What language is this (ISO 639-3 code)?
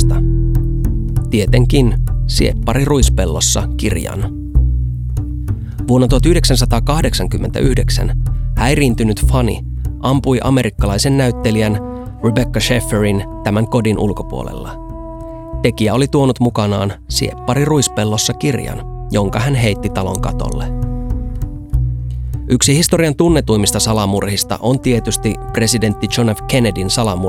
fin